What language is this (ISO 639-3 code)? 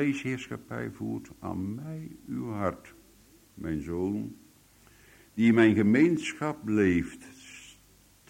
nld